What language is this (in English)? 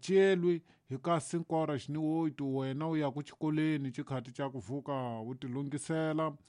Tsonga